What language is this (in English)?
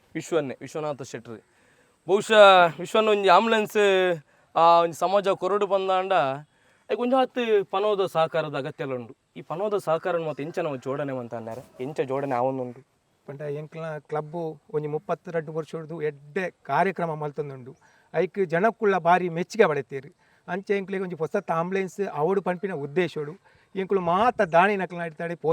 Tulu